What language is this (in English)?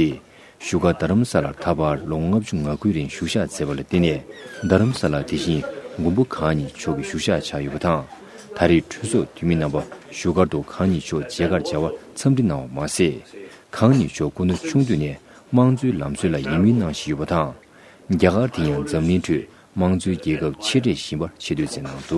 Tibetan